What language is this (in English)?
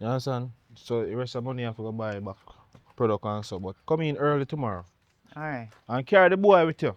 Jamaican Creole English